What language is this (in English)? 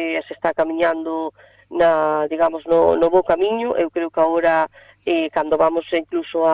Galician